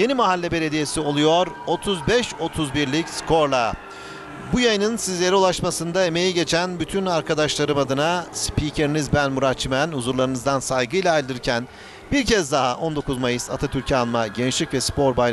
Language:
Turkish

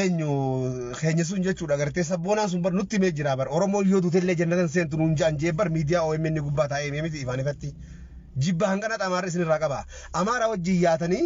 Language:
Oromo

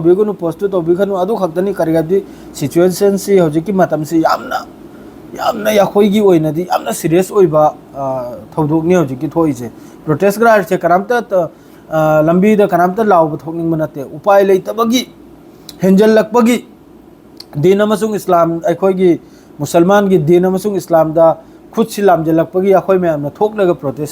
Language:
Manipuri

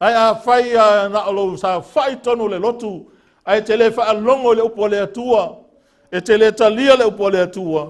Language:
Samoan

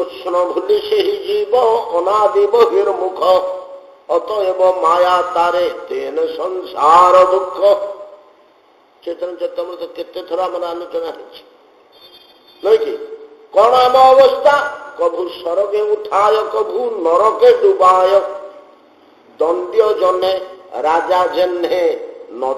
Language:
Odia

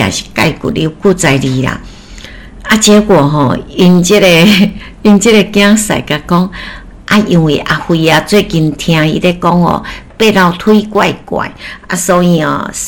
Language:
Min Nan Chinese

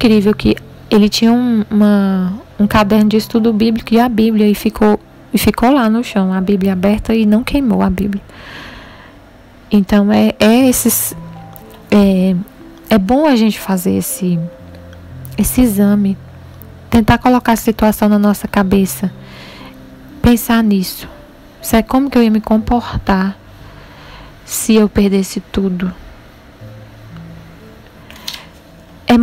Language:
Portuguese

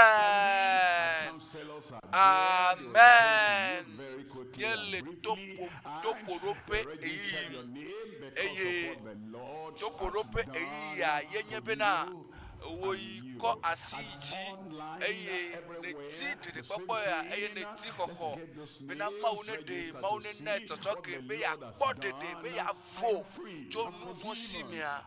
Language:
Ewe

